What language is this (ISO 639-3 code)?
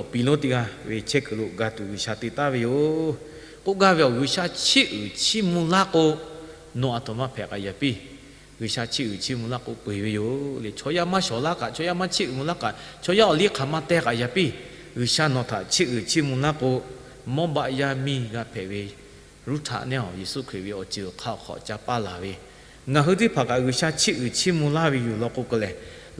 lhu